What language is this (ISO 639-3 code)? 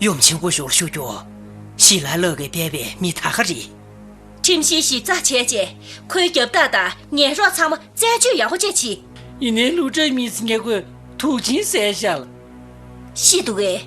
bod